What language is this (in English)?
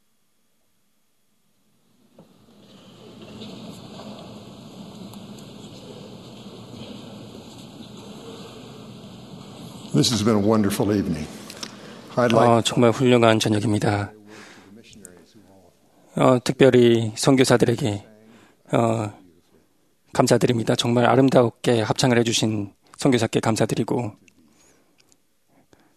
Korean